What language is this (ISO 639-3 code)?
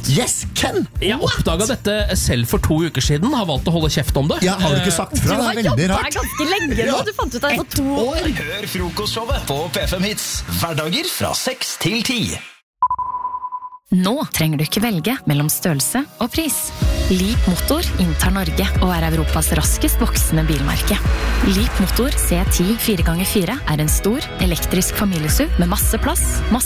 nor